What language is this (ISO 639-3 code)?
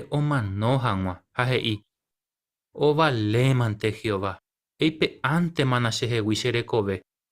grn